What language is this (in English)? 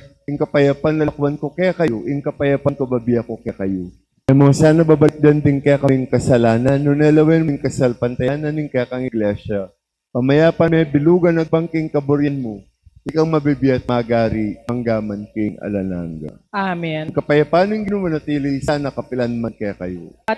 Pampanga